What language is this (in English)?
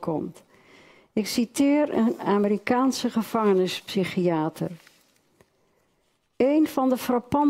Dutch